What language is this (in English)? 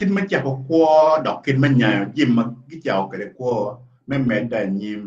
Acoli